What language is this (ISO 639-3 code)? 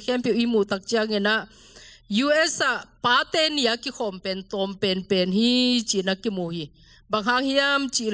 ctd